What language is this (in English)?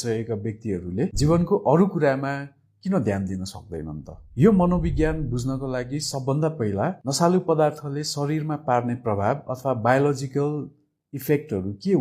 Nepali